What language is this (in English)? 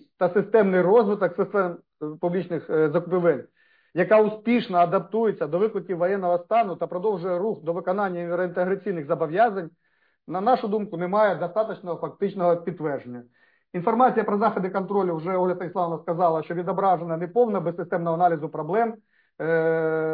Ukrainian